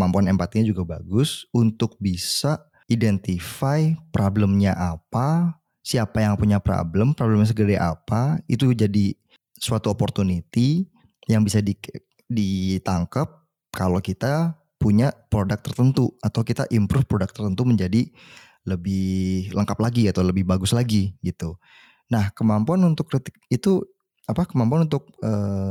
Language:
Indonesian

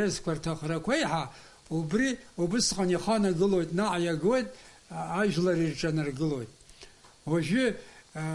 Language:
Abkhazian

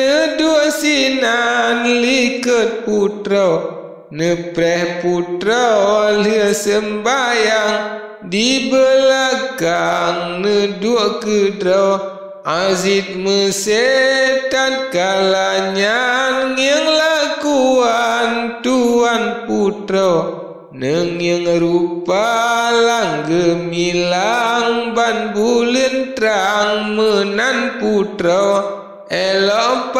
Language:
Achinese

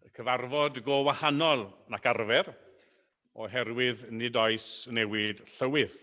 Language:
Welsh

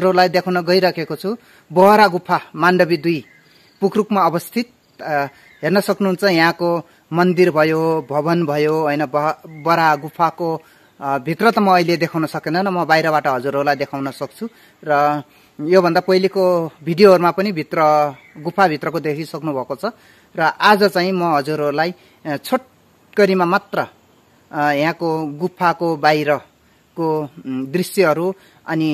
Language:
Nepali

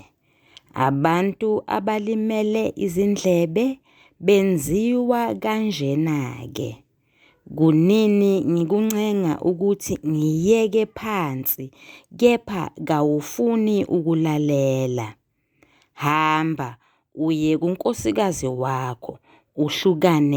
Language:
Zulu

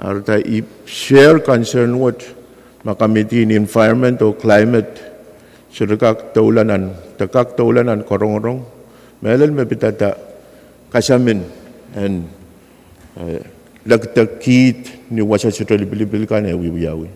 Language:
Pohnpeian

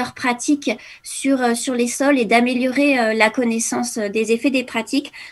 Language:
French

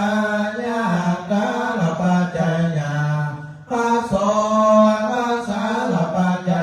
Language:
Pali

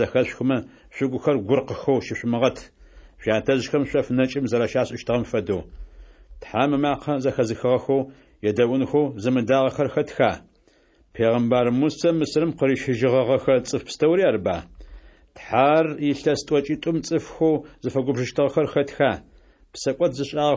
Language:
Adyghe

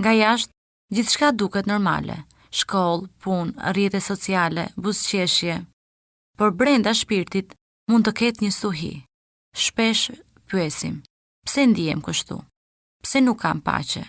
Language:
Albanian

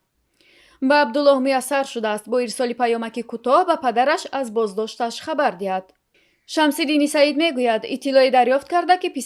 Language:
Tajik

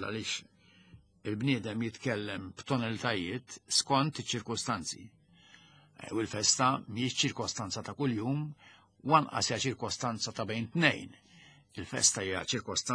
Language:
Maltese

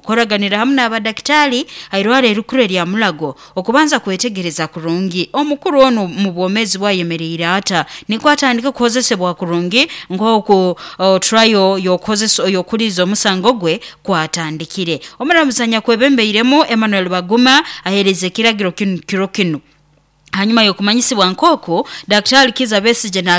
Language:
Nyoro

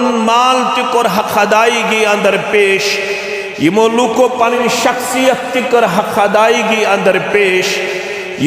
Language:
Kashmiri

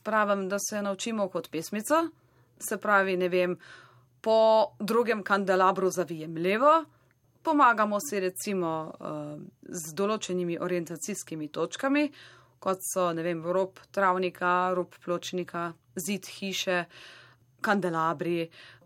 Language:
Slovenian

